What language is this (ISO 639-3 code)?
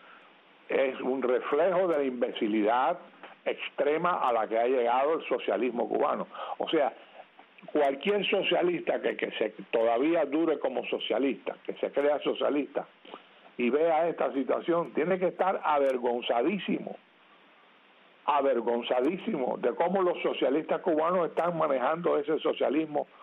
spa